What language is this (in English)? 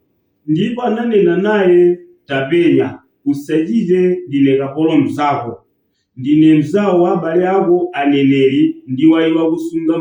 Nyanja